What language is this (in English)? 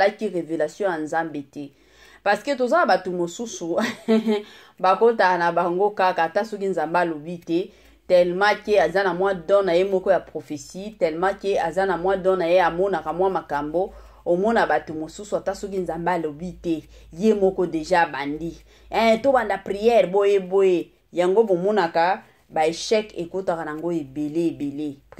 Lingala